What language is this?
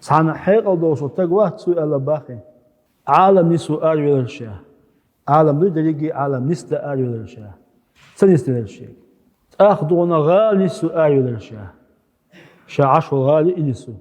Chechen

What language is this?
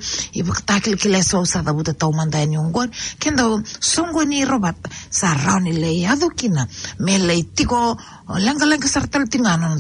Fijian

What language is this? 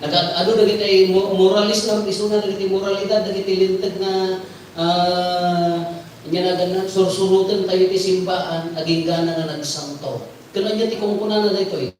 Iloko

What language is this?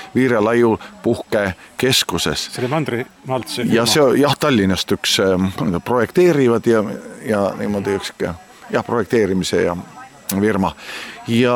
Estonian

